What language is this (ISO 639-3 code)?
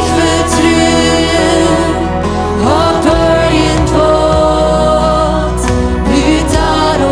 pdt